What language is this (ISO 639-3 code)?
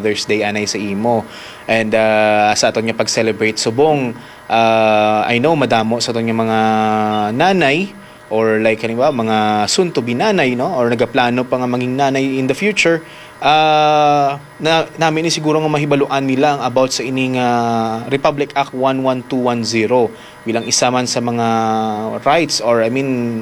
hil